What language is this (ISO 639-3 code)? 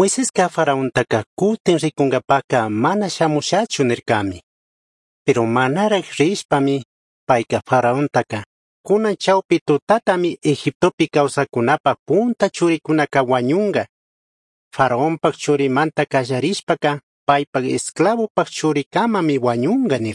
qug